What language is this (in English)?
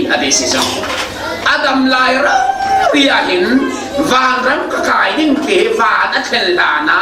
Falam Chin